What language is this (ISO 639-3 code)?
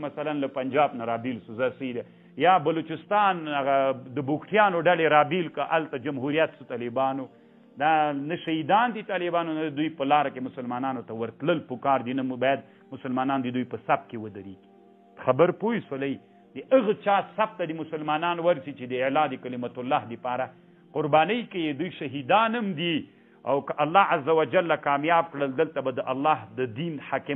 pus